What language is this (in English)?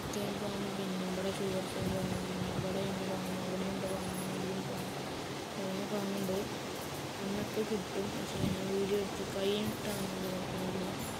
Malayalam